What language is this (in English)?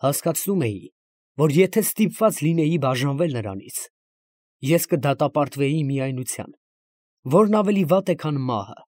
Armenian